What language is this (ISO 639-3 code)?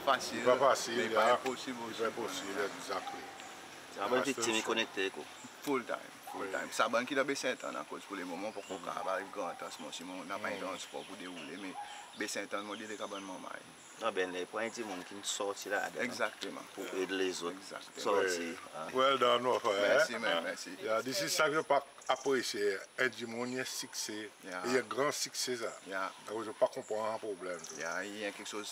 crs